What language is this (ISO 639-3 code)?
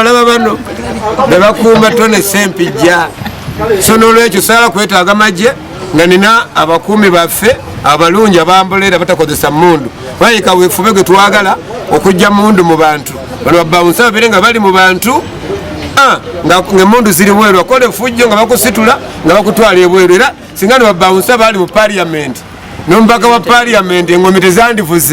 lug